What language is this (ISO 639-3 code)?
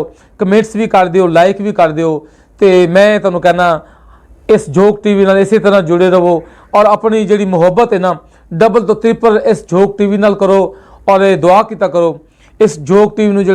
lah